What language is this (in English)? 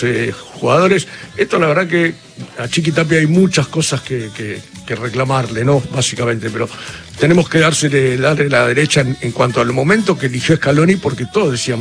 Spanish